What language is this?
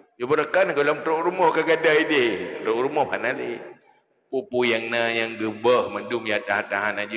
Achinese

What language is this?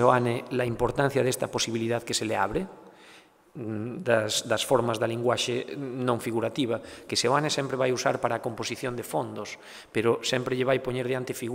Galician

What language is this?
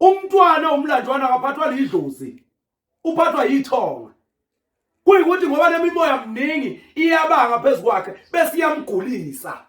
Zulu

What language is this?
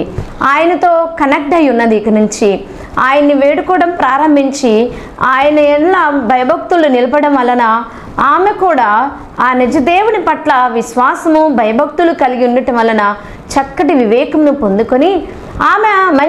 Telugu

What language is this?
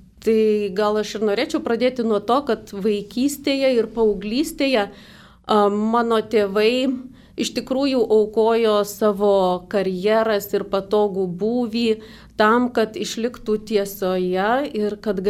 Lithuanian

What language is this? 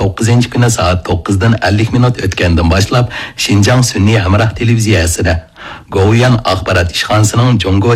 Uyghur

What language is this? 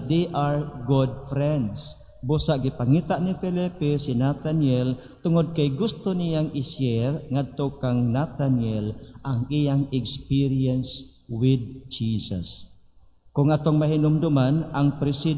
Cebuano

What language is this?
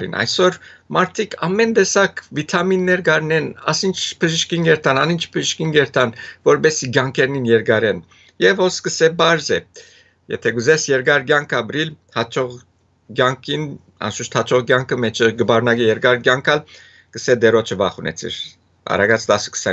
Western Armenian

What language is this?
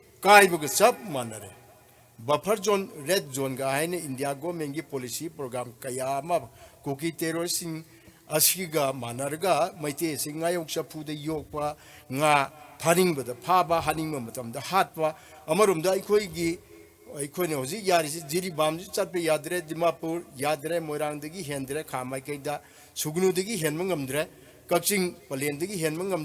Manipuri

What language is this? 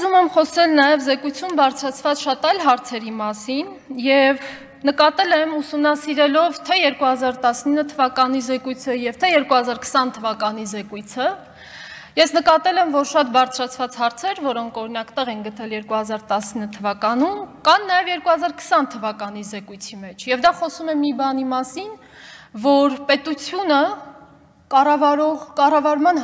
Armenian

